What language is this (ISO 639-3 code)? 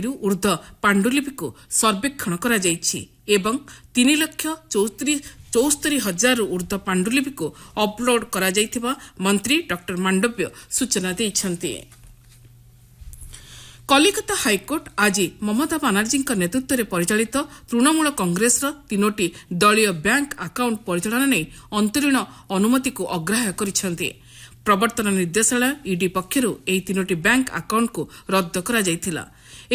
ori